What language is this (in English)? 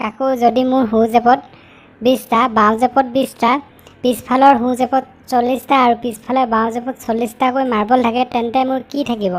Assamese